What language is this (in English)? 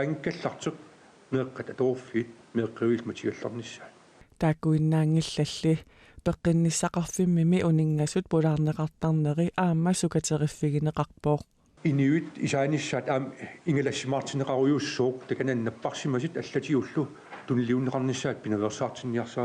Kalaallisut